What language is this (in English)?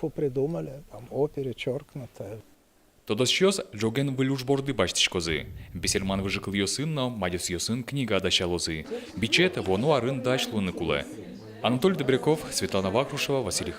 Udmurt